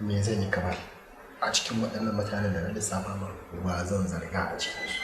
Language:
Hausa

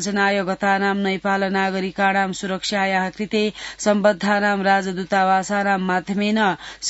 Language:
Sanskrit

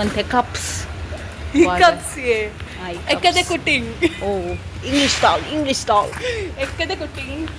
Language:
Tulu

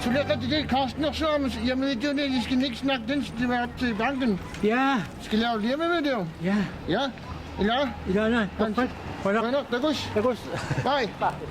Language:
Kalaallisut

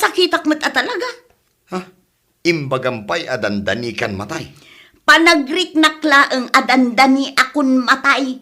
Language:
Iloko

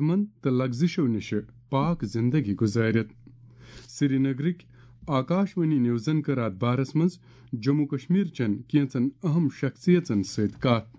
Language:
Kashmiri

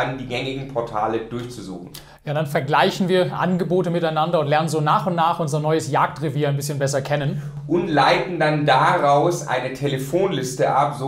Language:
German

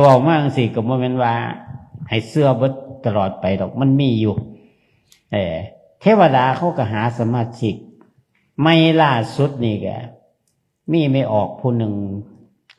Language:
Northeastern Thai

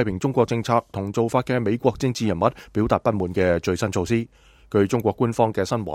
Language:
Cantonese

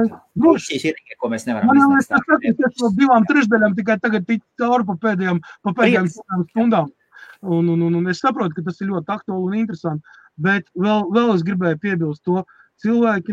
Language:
Latvian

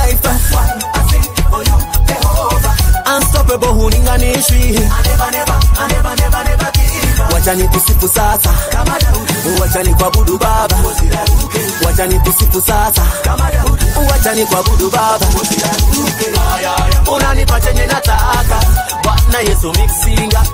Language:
Swahili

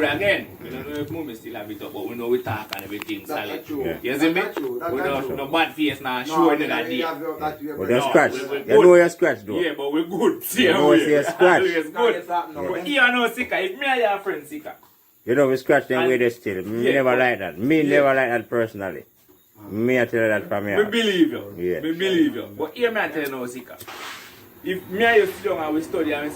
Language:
Jamaican Creole English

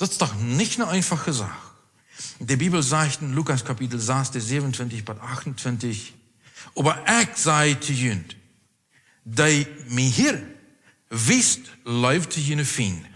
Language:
Plautdietsch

